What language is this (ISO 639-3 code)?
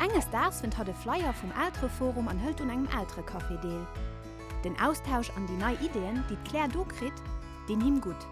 ltz